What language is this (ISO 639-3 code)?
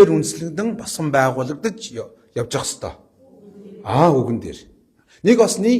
mon